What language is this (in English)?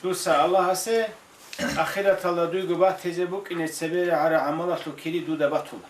Avaric